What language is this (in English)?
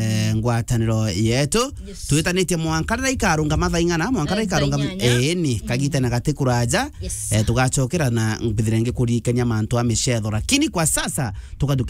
Meru